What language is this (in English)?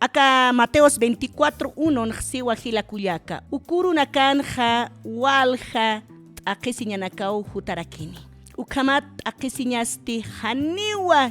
Aymara